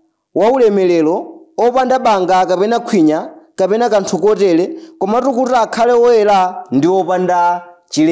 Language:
Nyanja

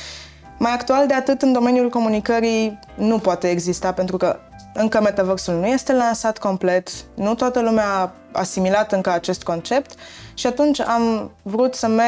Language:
Romanian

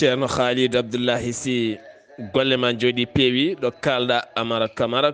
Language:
Fula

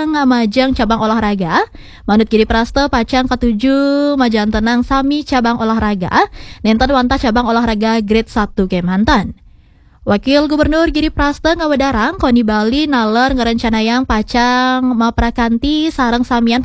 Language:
Balinese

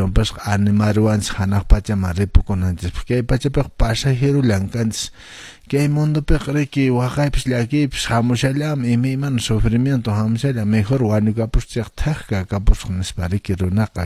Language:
Quechua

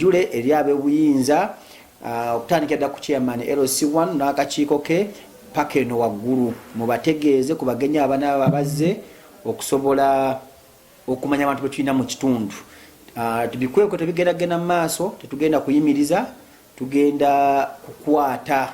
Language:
Ganda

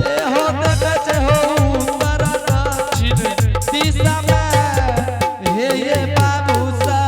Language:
Angika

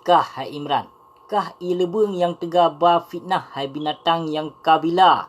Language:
Achinese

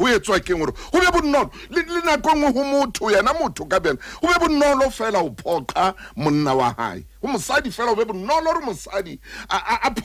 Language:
Southern Sotho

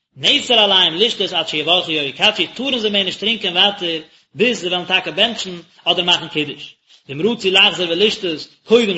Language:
Yiddish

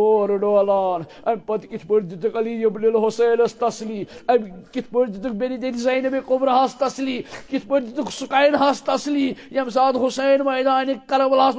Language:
Kashmiri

